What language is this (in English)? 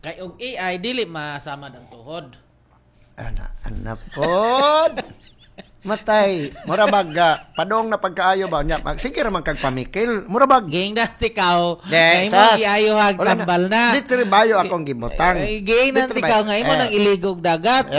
Cebuano